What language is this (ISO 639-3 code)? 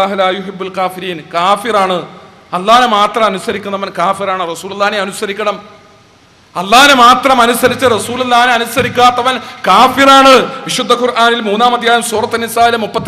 mal